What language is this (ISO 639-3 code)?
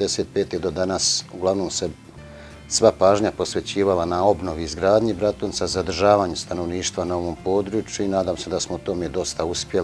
bos